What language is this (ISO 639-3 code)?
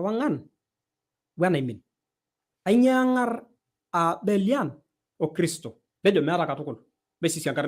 mas